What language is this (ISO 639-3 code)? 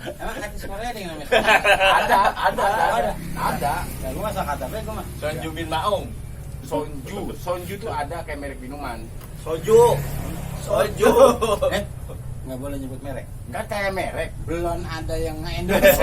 bew